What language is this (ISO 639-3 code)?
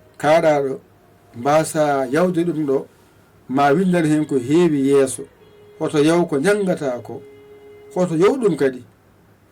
ful